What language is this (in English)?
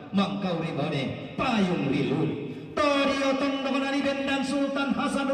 Toraja-Sa'dan